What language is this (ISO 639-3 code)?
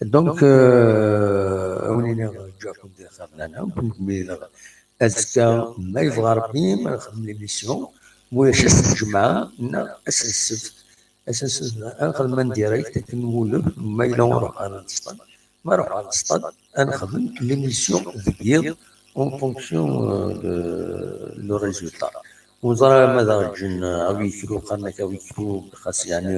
kab